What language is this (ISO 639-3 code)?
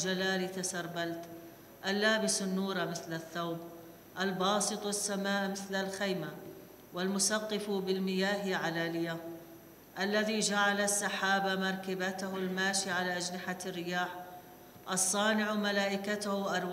ara